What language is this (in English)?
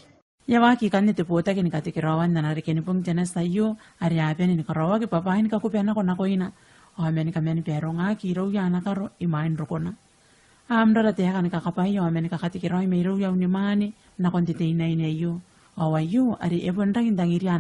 Gilbertese